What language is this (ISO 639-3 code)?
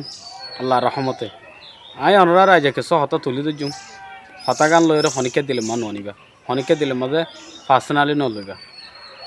rhg